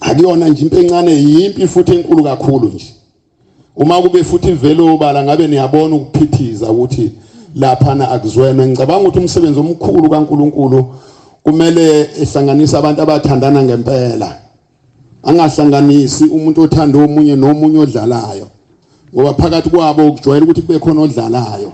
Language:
Zulu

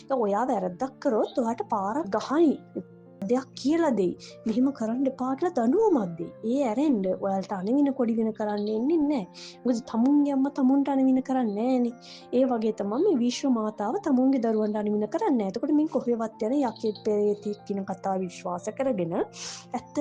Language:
Sinhala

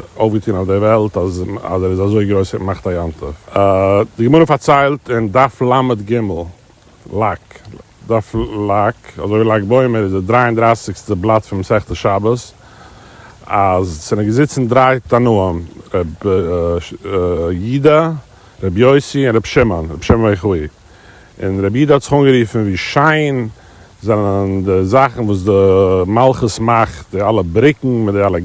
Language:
Yiddish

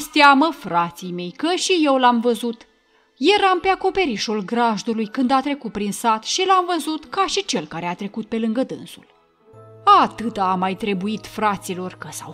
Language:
Romanian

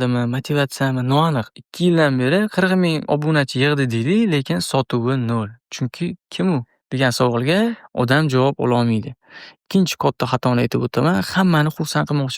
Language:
Uzbek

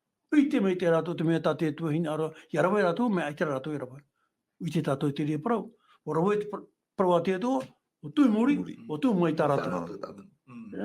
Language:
Tahitian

